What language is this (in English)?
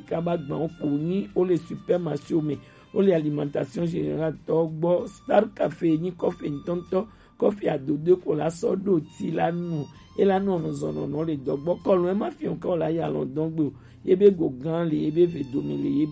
Gen